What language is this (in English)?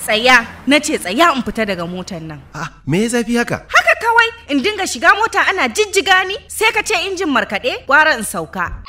Hausa